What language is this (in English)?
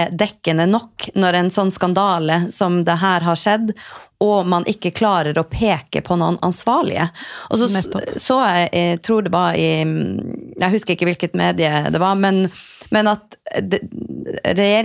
Norwegian